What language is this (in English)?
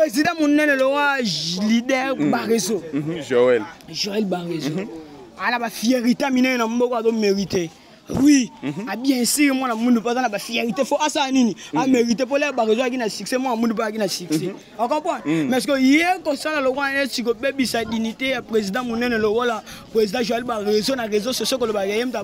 Lingala